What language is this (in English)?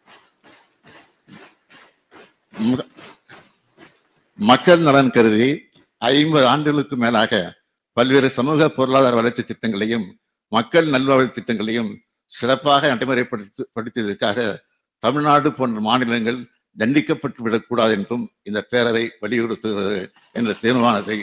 Tamil